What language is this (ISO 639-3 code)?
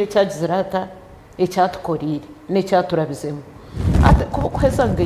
nyn